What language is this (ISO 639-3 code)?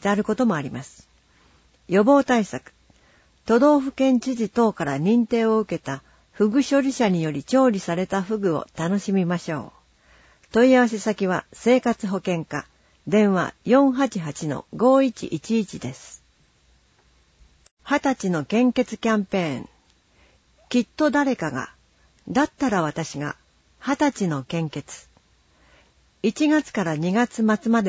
jpn